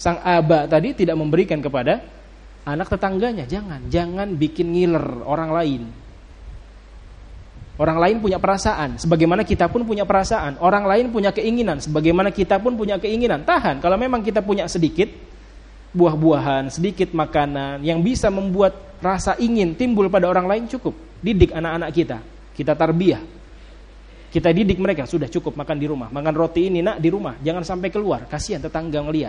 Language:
Indonesian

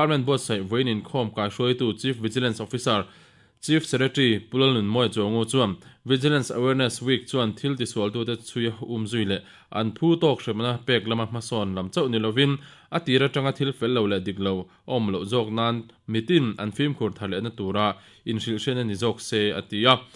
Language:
Mizo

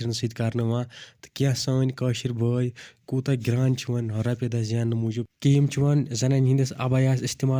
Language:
Kashmiri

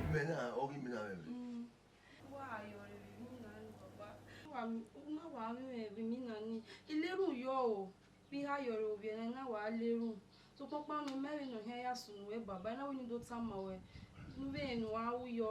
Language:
Bini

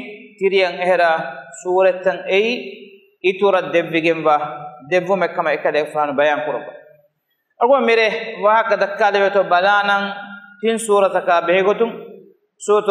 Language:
Divehi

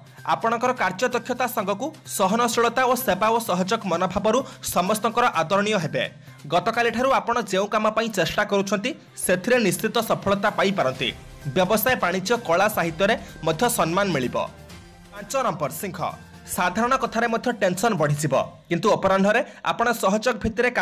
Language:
Odia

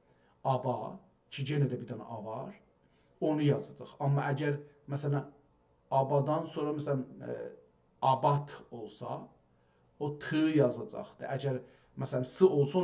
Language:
South Azerbaijani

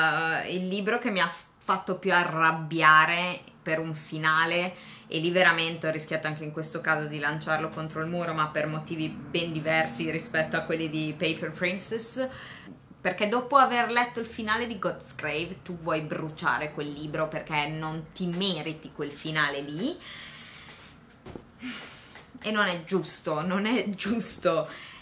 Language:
Italian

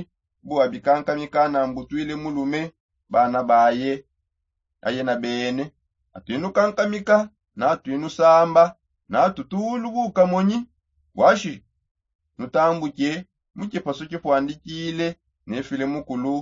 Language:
Songe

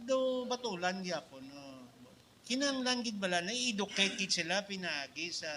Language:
Hiligaynon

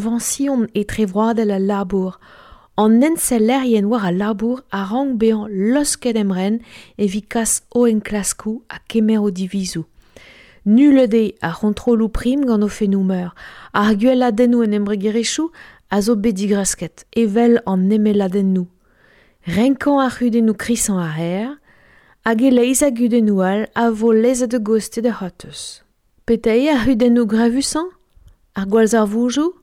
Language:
Breton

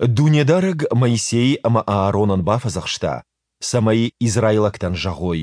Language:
Ossetic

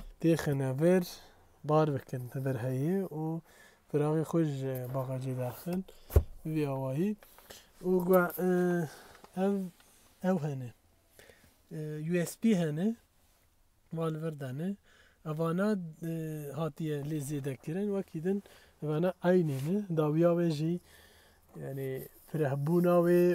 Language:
Kurdish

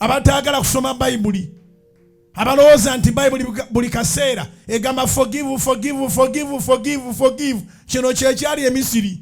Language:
Ganda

